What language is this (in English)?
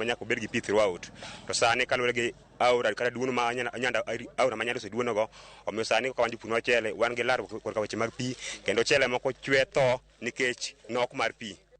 Luo (Kenya and Tanzania)